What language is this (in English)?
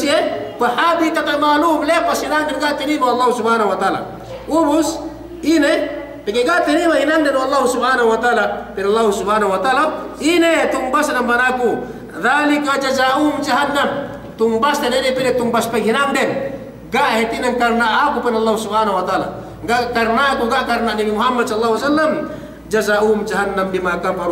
Yakan